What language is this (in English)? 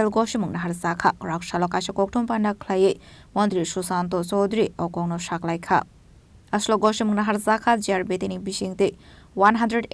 Kok Borok